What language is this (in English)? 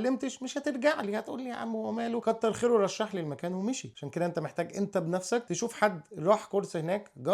Egyptian Arabic